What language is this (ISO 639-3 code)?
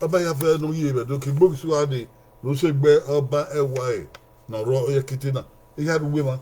bin